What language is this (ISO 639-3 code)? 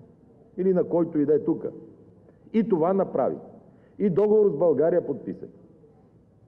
bul